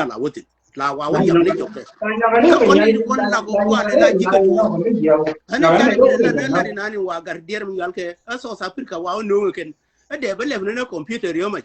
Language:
Nuer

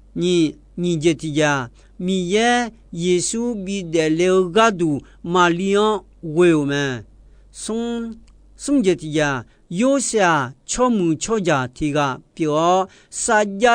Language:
Akha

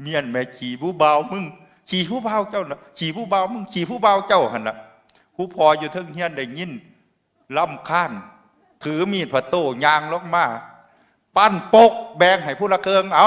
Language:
Northeastern Thai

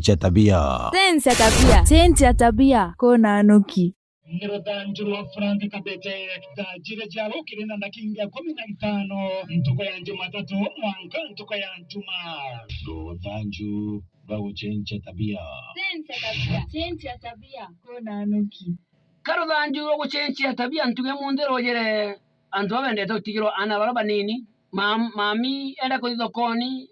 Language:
Meru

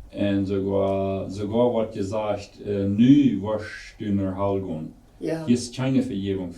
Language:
Plautdietsch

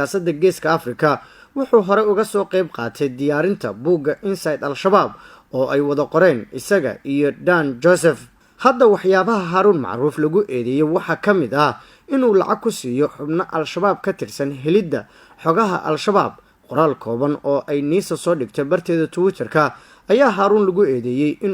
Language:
Somali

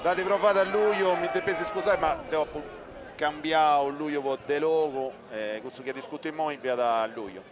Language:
Sardinian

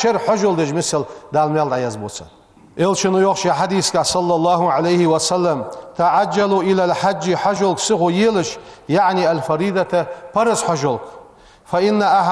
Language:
Ingush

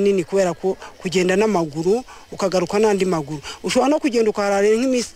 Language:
Kinyarwanda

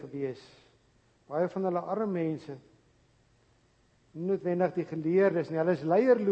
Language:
Afrikaans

